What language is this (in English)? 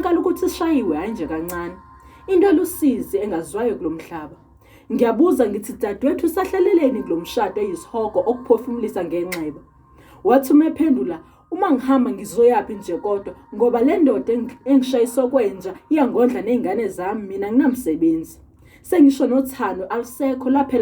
Zulu